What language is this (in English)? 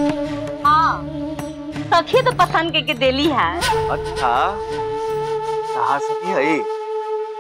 Bhojpuri